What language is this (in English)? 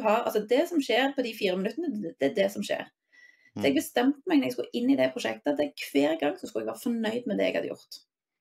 Norwegian